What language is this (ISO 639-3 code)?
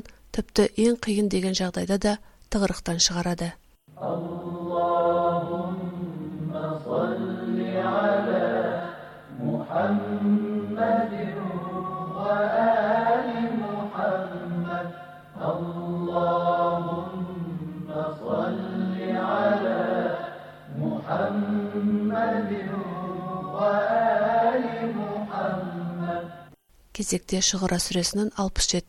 kaz